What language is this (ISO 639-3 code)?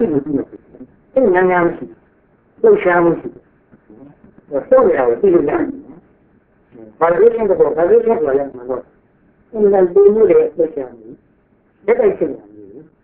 mya